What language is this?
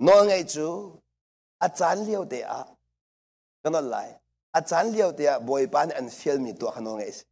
Hakha Chin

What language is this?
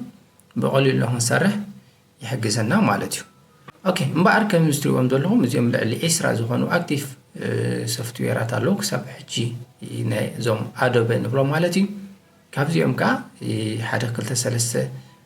Tigrinya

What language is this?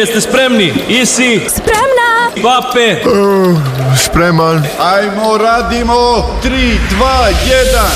Serbian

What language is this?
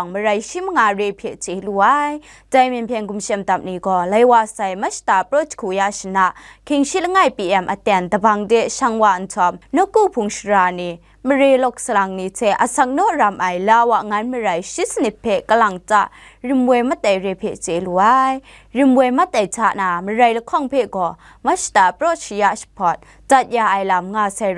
Kachin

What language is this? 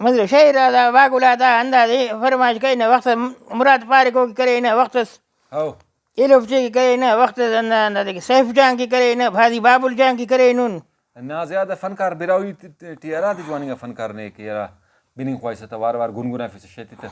Brahui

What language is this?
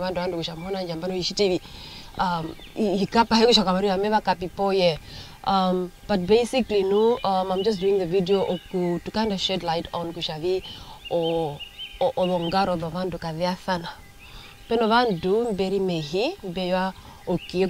Herero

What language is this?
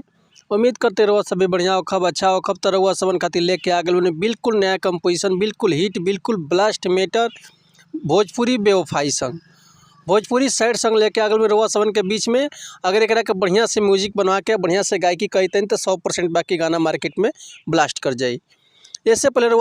Bhojpuri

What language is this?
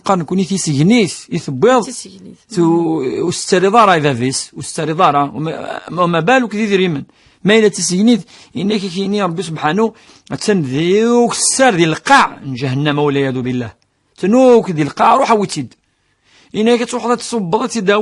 Kabyle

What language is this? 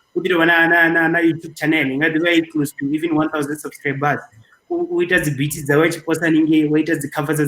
Venda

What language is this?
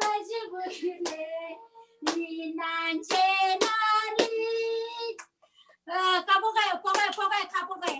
Marshallese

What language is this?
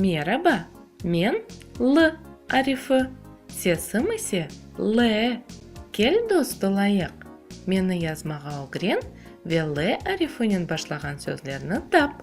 Crimean Tatar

